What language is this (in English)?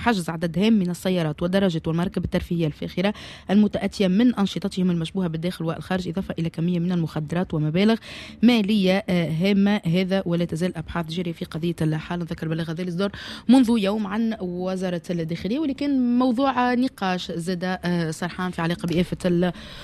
Tunisian Arabic